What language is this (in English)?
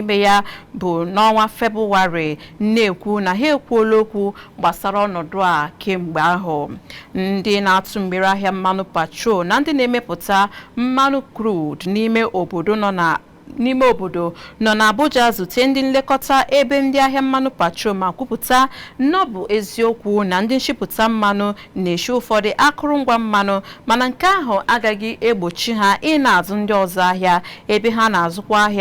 Igbo